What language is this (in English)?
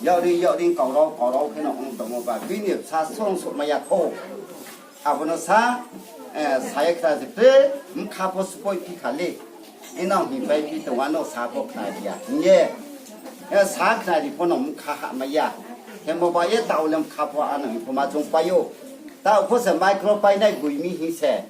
Riang (India)